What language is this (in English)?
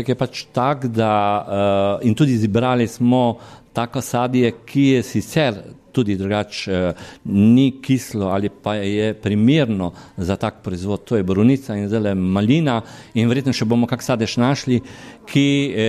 Slovenian